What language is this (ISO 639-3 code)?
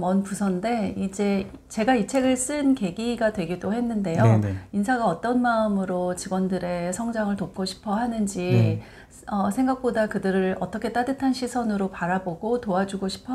kor